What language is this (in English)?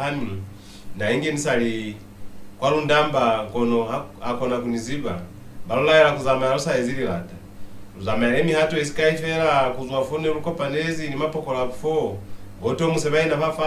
Lozi